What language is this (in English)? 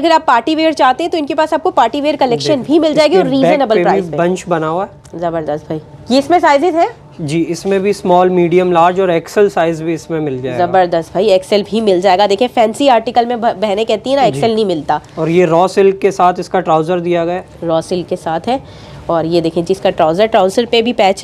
Hindi